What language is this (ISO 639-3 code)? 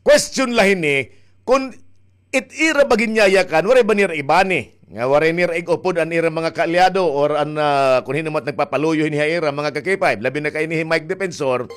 war